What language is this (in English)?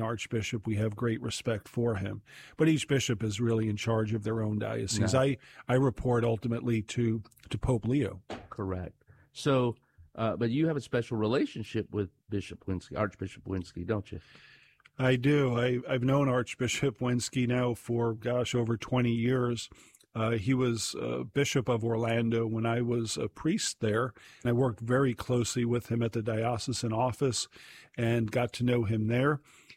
English